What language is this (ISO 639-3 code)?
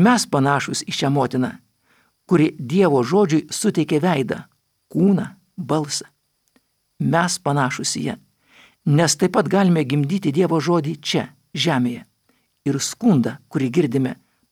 lit